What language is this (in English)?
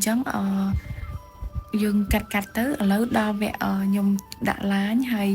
Khmer